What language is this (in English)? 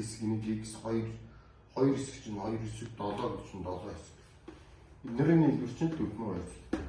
Mongolian